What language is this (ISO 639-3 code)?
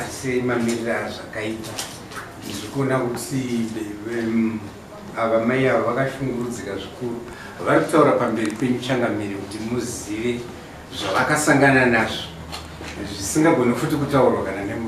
sna